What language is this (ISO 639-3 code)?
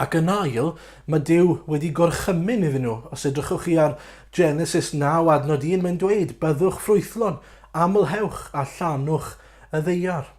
cym